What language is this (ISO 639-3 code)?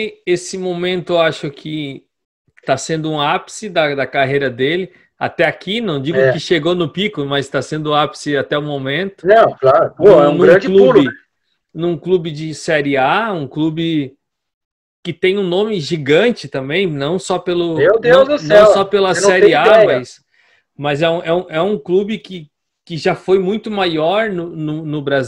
por